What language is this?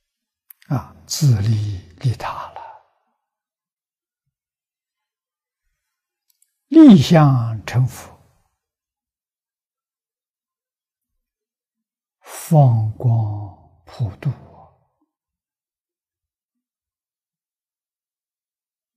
Chinese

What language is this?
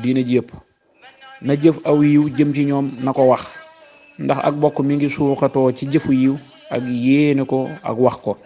Wolof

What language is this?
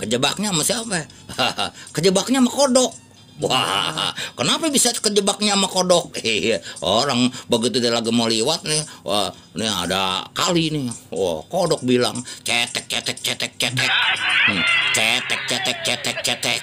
Betawi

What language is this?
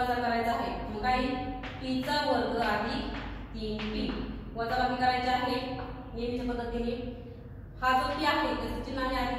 Marathi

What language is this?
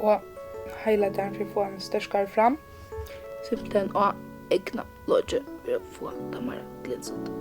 Faroese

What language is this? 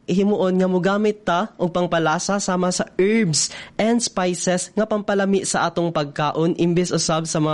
Cebuano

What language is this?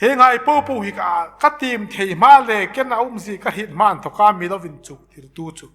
Hmar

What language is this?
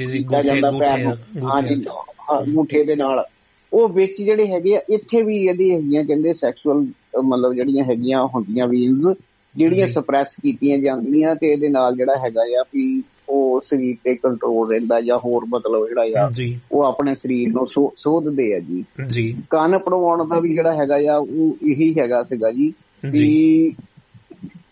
Punjabi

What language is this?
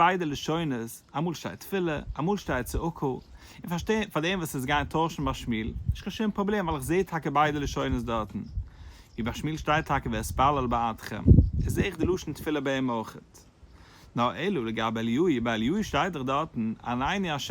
Yiddish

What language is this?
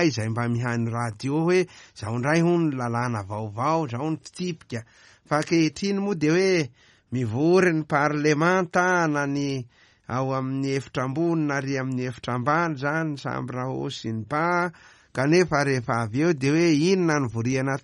Malagasy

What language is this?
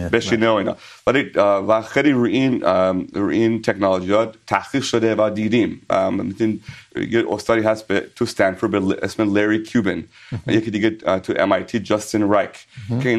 Persian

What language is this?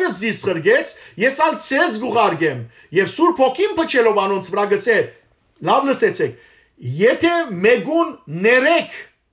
Western Armenian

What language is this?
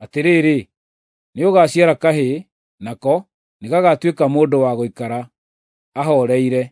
Kikuyu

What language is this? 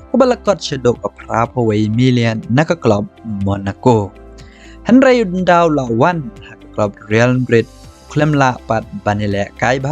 Khasi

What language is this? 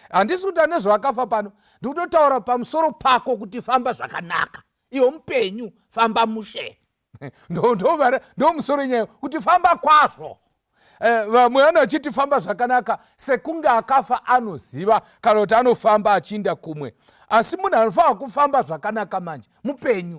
Shona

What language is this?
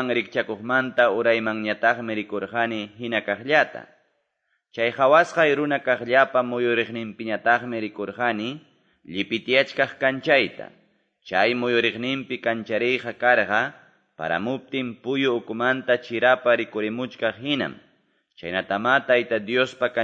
Quechua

